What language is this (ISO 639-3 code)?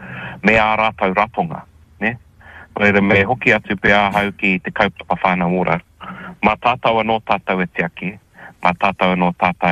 mri